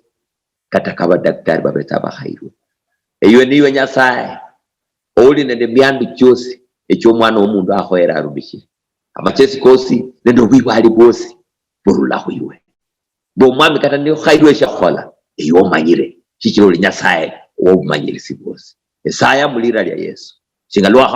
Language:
Luyia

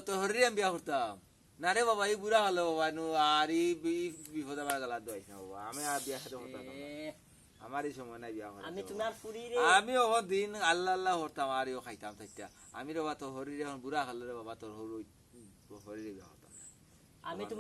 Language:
Sylheti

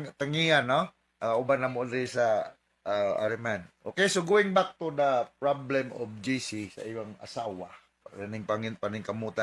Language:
Cebuano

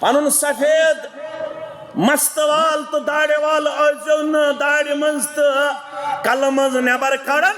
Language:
Kashmiri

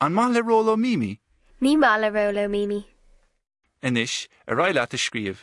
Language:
Irish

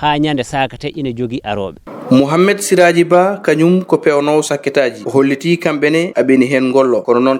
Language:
Fula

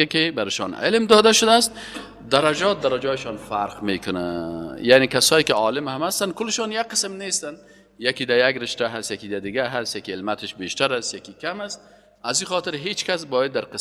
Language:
Persian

